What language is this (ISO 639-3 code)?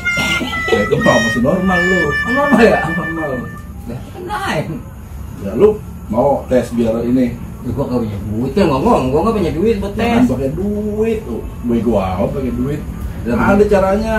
bew